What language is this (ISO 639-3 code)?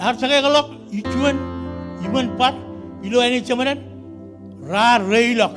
mah